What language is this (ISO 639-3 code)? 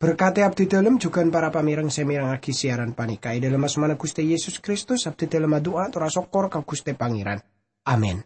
mad